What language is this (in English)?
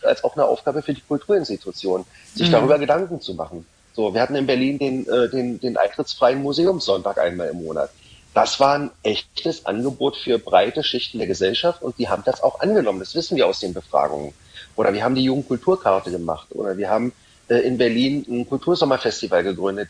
German